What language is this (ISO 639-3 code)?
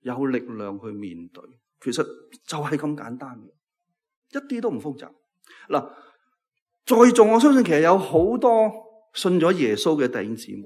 yue